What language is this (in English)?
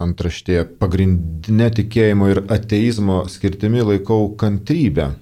Lithuanian